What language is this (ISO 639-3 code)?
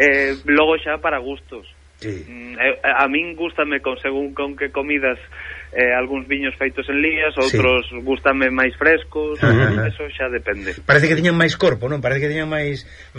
glg